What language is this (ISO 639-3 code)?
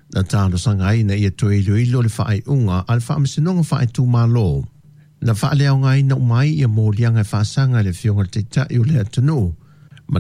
smo